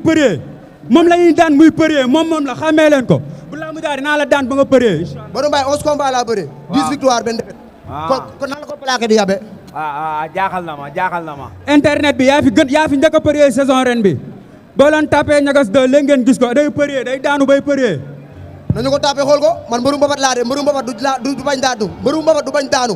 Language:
Wolof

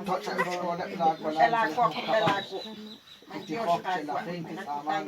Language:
Kekchí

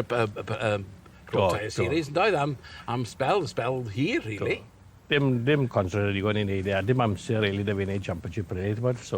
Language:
Welsh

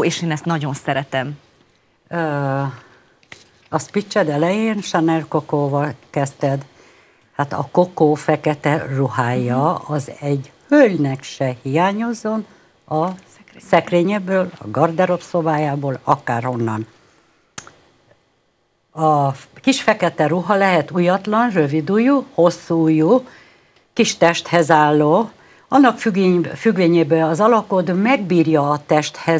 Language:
Hungarian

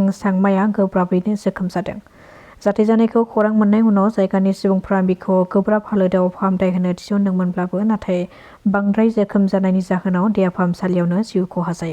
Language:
Bodo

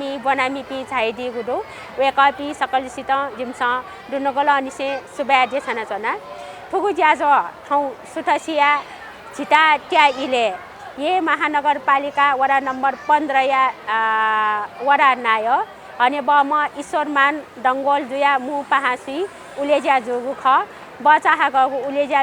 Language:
Newari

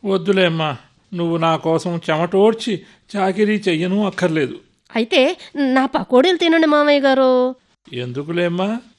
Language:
Telugu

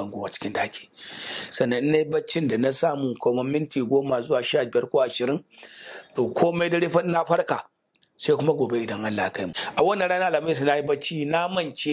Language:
Hausa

